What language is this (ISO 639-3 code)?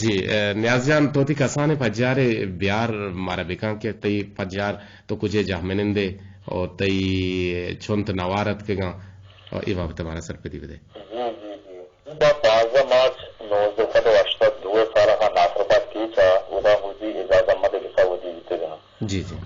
bgp